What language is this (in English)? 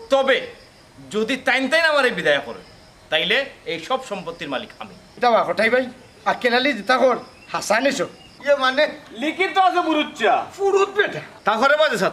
Sylheti